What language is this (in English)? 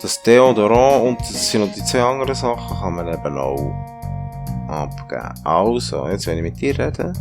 Swiss German